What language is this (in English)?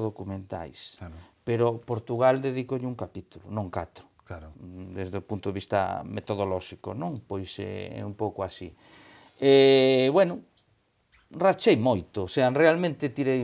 Galician